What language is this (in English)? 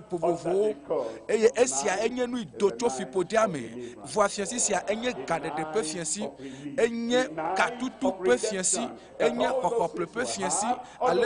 Ewe